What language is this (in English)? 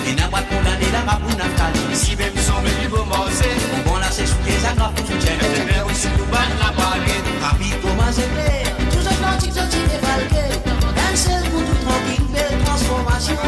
Morisyen